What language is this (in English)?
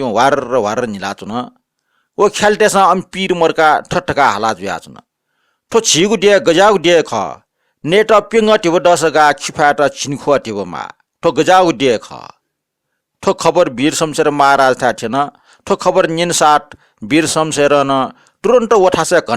Newari